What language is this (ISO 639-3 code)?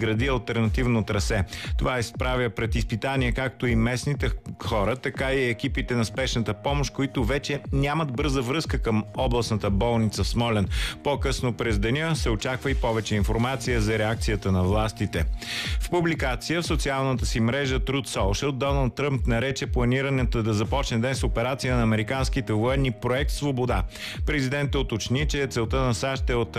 bul